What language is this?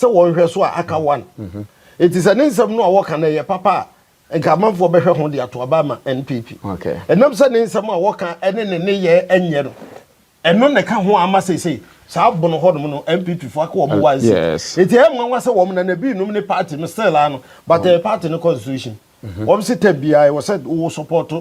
Akan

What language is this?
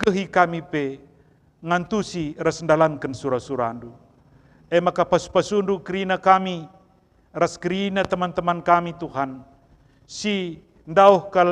Batak Karo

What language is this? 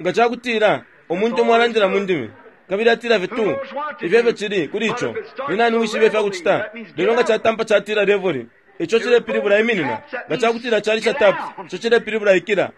Bemba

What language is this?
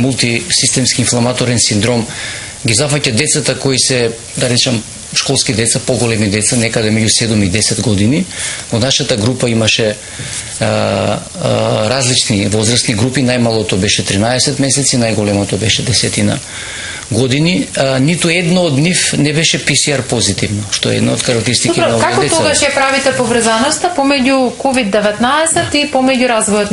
Macedonian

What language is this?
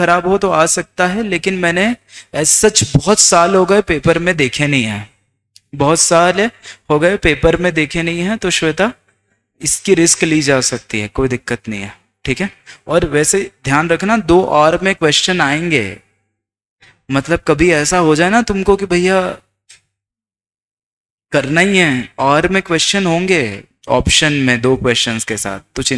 Hindi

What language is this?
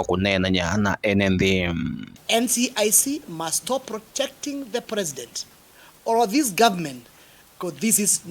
Kamba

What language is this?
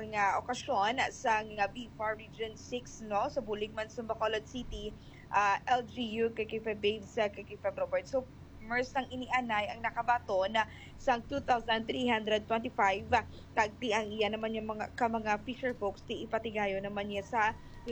Hiligaynon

